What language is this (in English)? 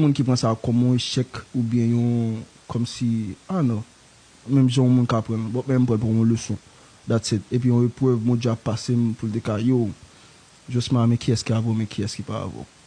Haitian Creole